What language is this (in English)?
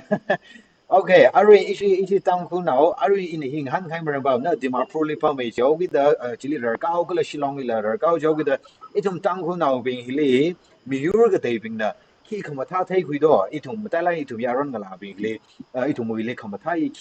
Tangkhul Naga (India)